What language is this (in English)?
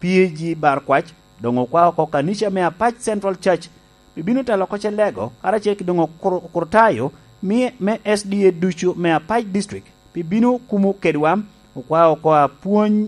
Lango (Uganda)